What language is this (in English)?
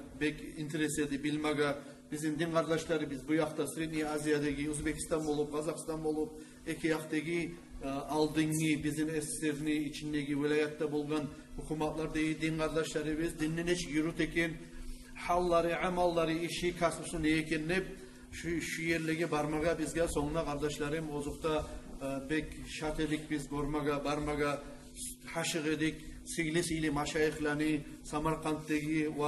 Kumyk